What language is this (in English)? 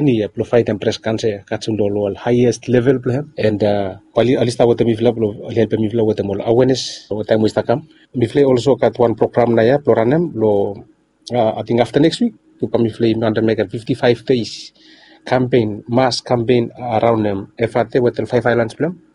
Bislama